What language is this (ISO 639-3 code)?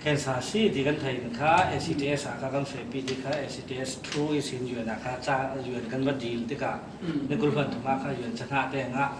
cfm